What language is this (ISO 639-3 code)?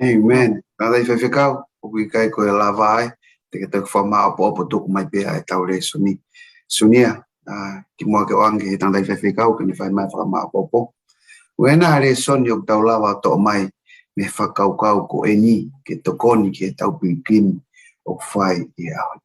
ton